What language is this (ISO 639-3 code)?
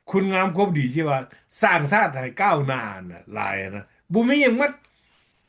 lao